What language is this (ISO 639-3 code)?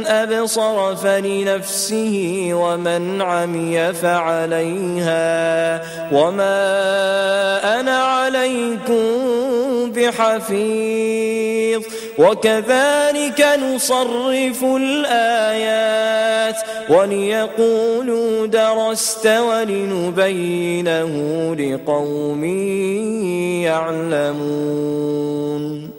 ara